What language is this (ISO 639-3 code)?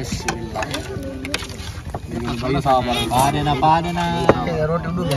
skr